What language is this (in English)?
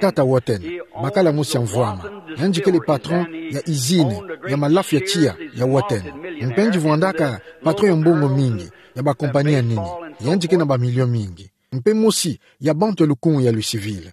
Kituba (Democratic Republic of Congo)